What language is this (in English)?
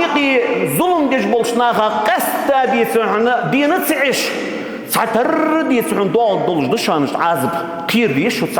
Ingush